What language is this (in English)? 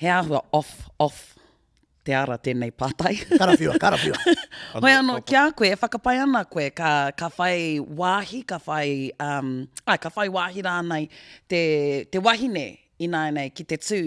Māori